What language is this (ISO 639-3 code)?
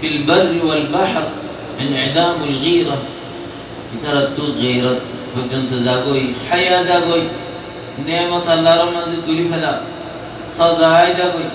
rhg